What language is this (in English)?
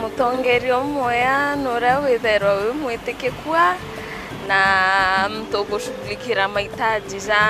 Meru